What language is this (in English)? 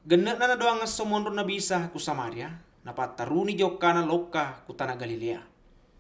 Buginese